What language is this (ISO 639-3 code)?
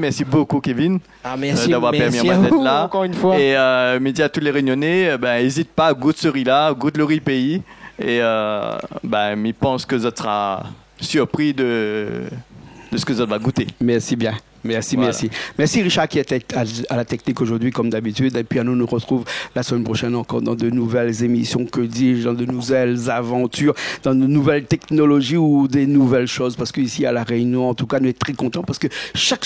rcf